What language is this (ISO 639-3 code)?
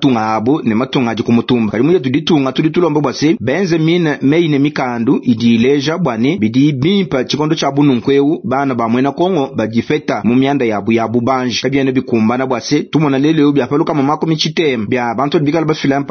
lua